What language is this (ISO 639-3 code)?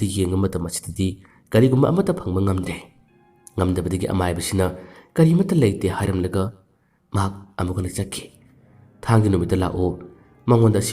mni